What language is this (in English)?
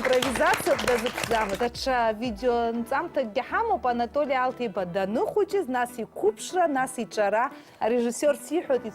Abkhazian